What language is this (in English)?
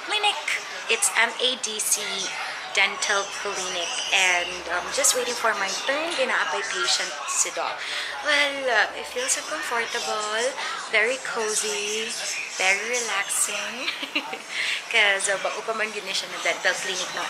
Cebuano